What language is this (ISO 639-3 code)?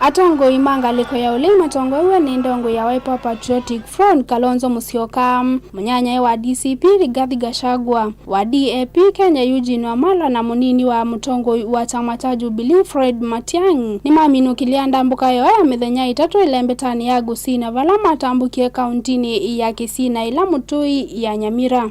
kam